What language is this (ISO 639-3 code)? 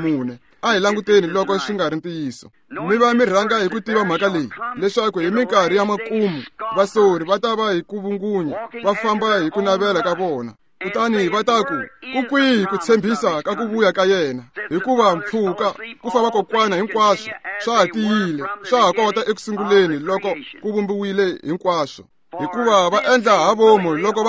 tso